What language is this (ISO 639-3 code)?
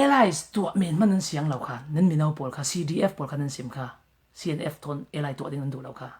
cfm